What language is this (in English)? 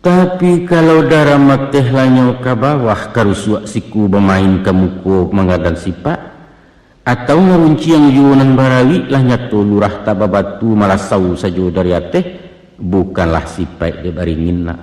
Minangkabau